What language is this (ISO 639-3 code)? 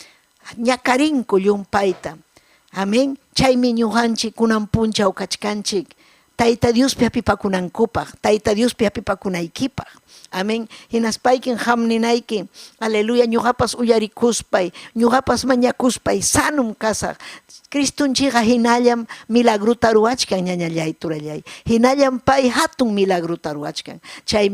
quy